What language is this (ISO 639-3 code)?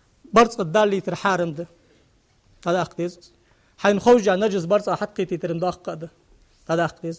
inh